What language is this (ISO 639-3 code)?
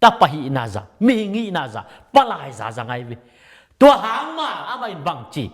ctd